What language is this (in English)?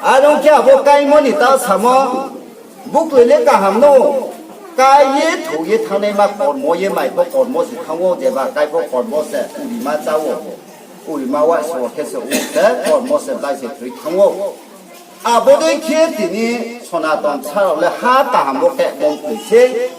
Riang (India)